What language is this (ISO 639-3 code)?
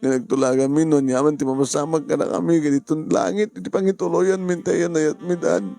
ilo